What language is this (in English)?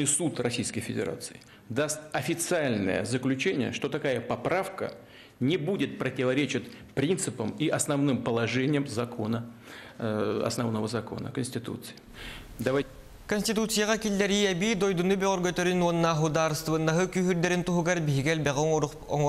Yakut